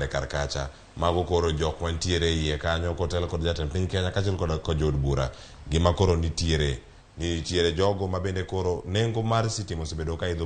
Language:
Luo (Kenya and Tanzania)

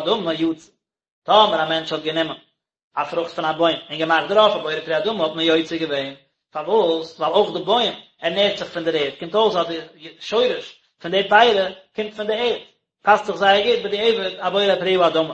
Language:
Yiddish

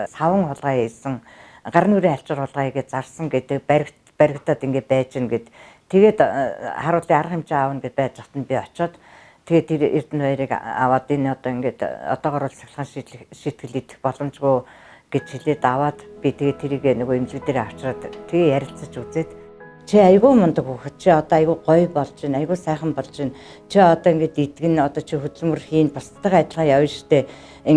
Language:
Mongolian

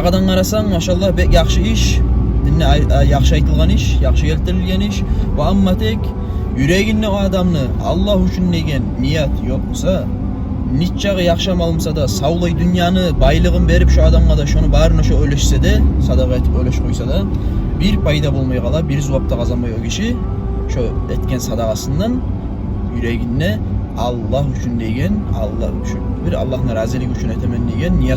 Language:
Kumyk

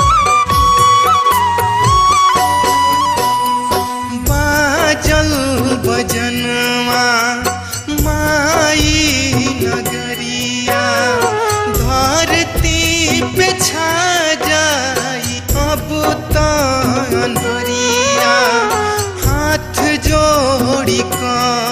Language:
Bhojpuri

